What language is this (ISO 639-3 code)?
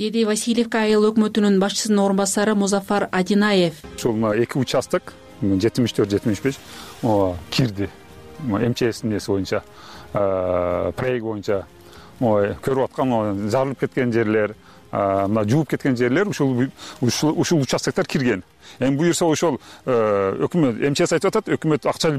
kir